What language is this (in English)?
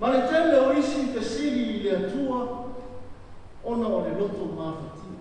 Samoan